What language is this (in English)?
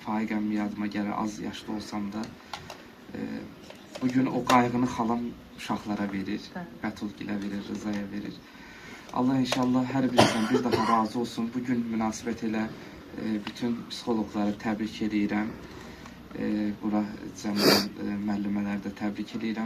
Azerbaijani